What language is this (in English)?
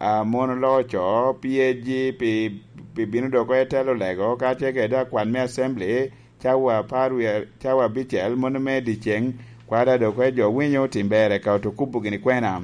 Lango (Uganda)